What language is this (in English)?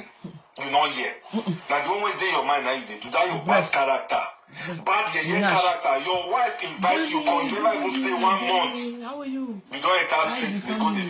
Nigerian Pidgin